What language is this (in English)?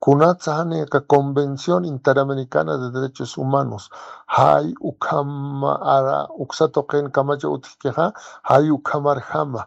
Aymara